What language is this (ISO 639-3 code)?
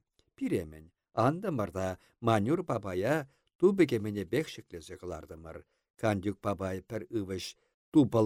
chv